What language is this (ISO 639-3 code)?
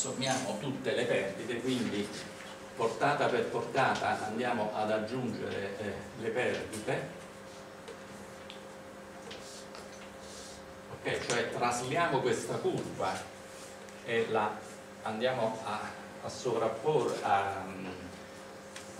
ita